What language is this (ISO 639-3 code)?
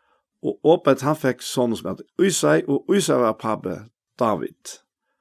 fao